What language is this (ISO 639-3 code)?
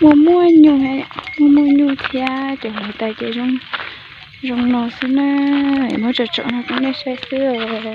hmn